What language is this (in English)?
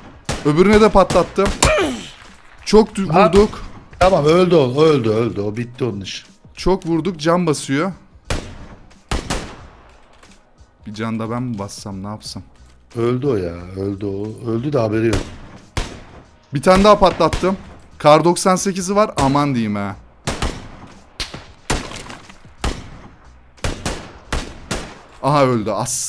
Turkish